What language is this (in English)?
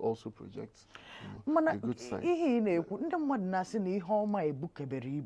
Igbo